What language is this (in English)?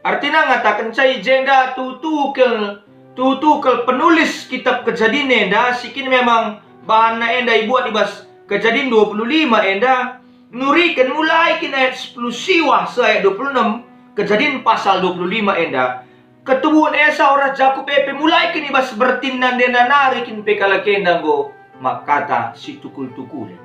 Batak Karo